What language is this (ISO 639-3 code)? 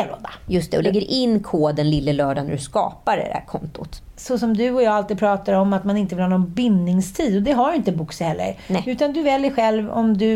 swe